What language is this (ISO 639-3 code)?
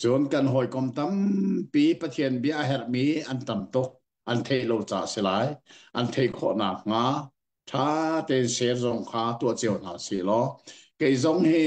cnh